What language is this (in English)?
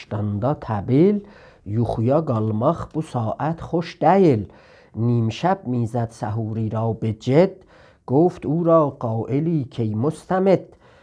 South Azerbaijani